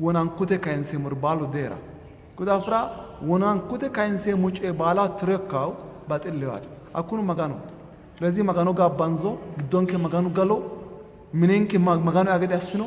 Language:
Sidamo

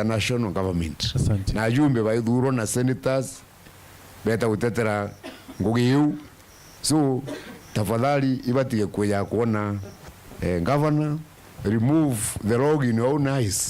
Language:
Meru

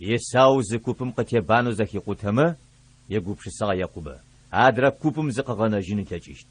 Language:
Adyghe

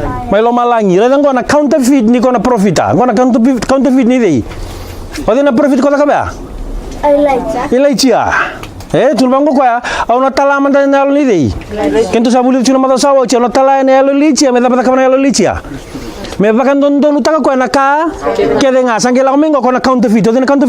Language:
Fijian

